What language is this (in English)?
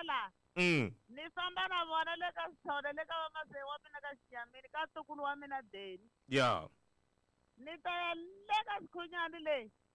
Tsonga